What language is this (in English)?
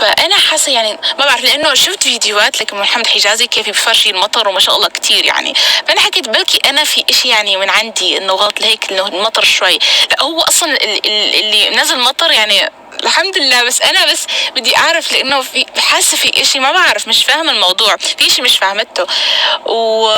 North Levantine Arabic